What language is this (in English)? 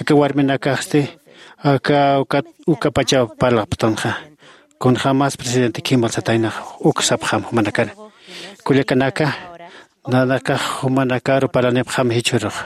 Aymara